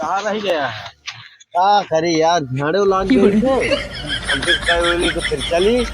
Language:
Awadhi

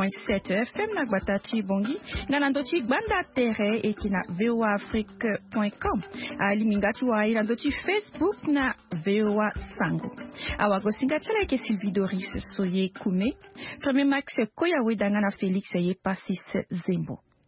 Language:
Sango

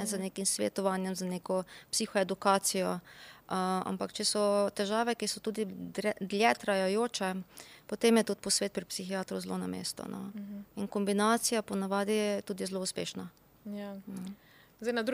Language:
Slovenian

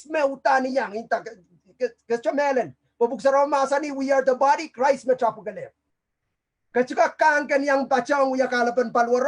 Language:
Pohnpeian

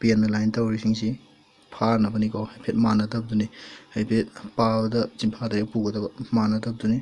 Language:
Manipuri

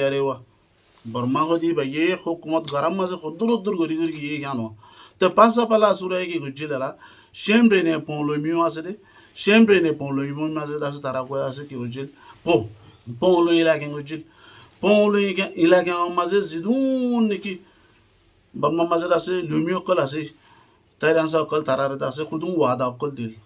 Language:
Rohingya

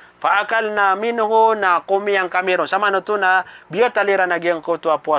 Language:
Maranao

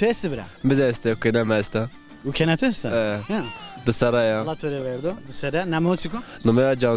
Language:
Zaza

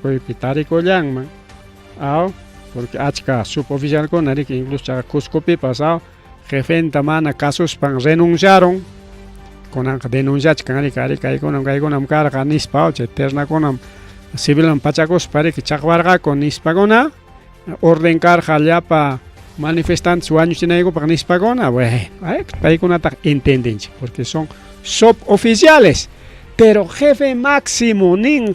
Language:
Ayacucho Quechua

